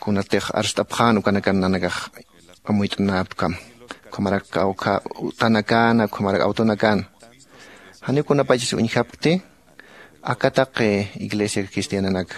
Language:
Aymara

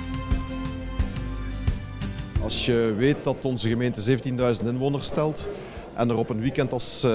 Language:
Dutch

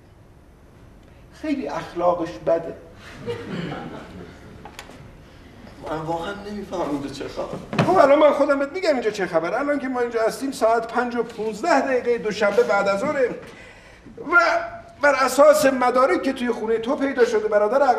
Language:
Persian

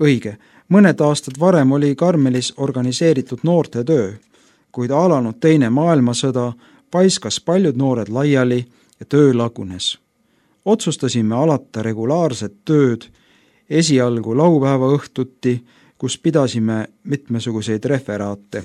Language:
Estonian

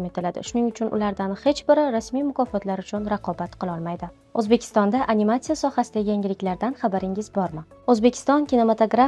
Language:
Uzbek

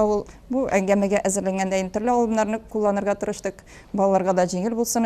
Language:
Tatar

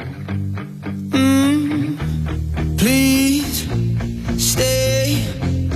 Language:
English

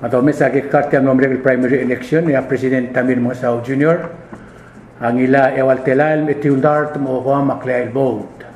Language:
Palauan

